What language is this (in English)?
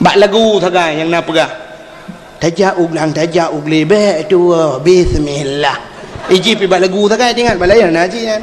Achinese